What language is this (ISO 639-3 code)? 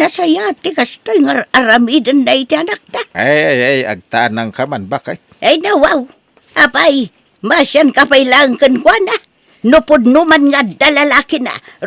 ilo